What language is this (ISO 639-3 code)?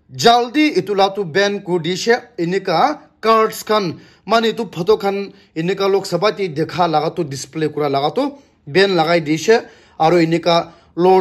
nag